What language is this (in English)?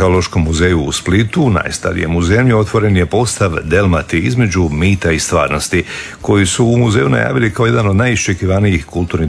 Croatian